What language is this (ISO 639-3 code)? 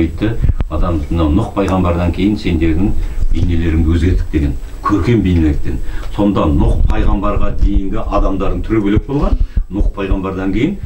kaz